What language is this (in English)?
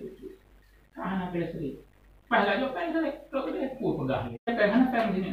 Achinese